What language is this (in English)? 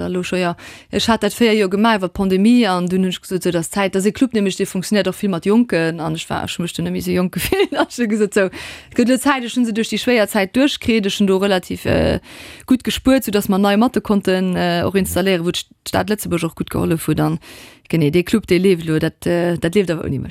Luxembourgish